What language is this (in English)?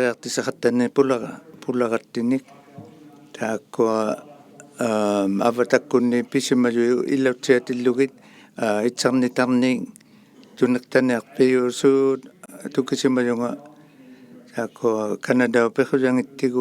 Inuktitut